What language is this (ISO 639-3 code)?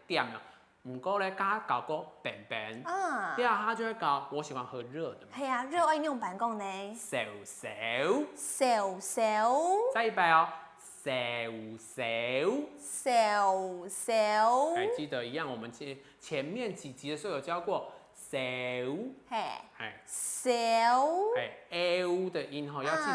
hak